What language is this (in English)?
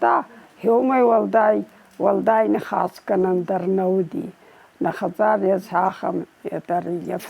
Ossetic